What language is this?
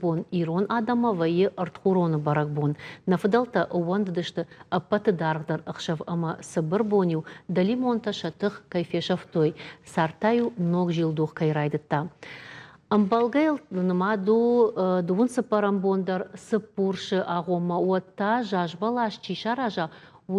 Ossetic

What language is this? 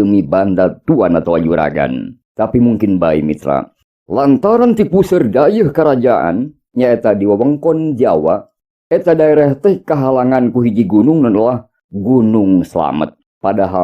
Sundanese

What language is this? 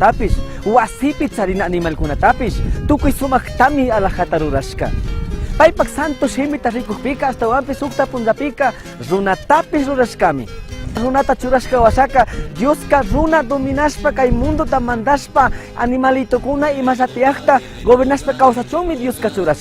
Chimborazo Highland Quichua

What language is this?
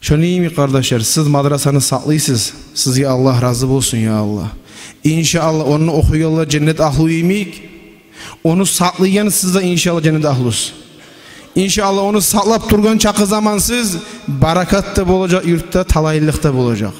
Kumyk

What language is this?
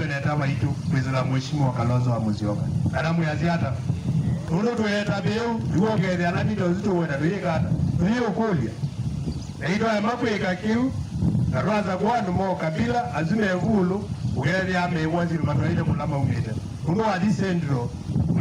Kamba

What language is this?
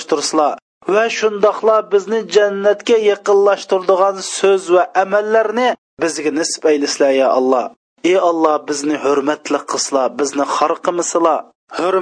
Uyghur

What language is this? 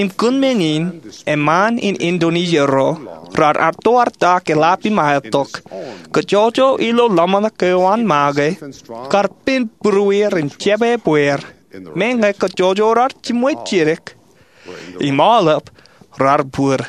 Marshallese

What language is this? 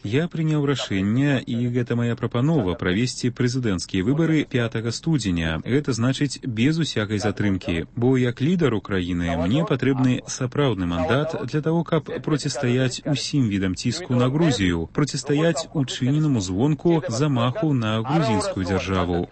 Belarusian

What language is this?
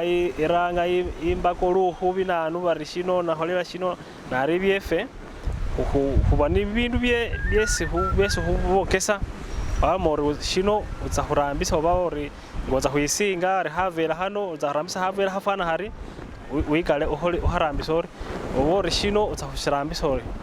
Masaaba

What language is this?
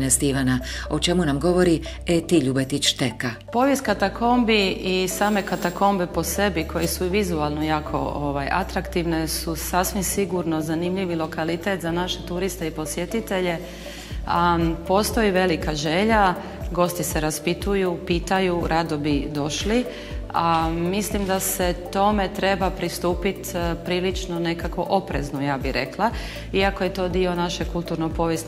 Croatian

